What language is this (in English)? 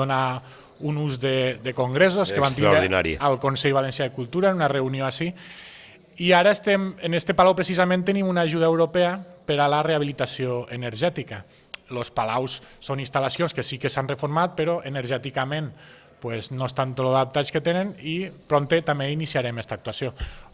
Catalan